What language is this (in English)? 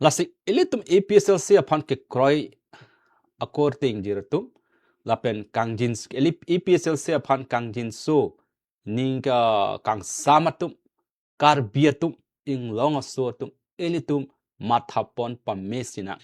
Karbi